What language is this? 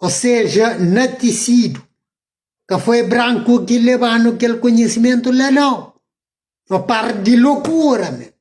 Kabuverdianu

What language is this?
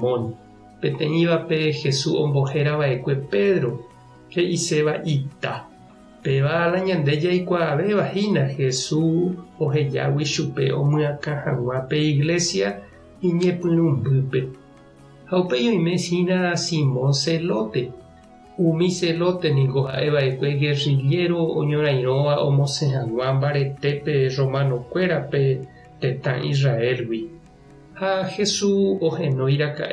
Guarani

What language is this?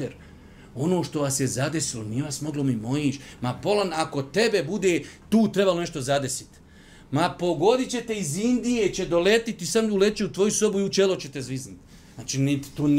Bosnian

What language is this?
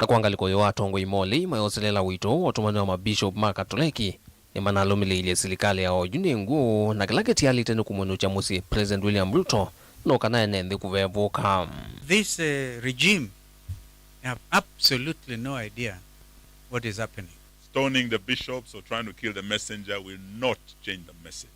Kamba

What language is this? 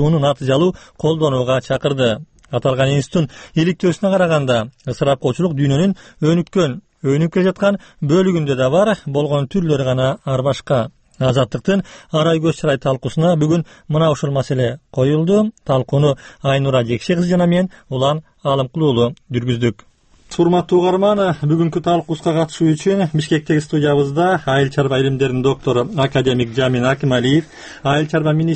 Kyrgyz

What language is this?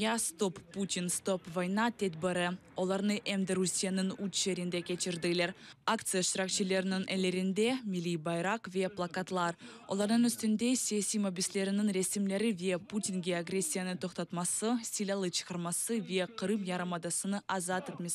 Crimean Tatar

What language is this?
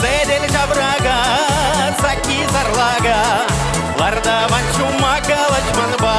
Chuvash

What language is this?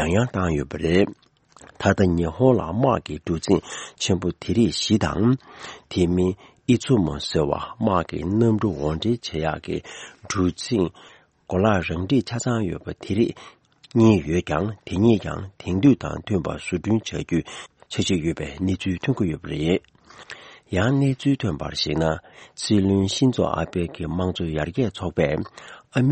Tibetan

